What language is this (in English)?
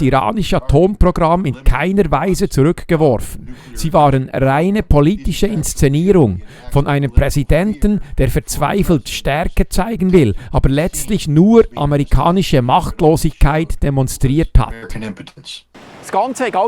Swiss German